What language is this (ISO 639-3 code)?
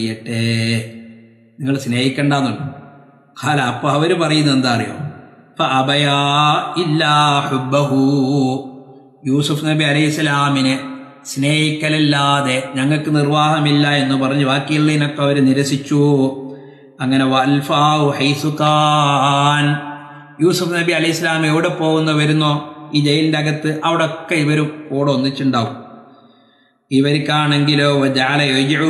mal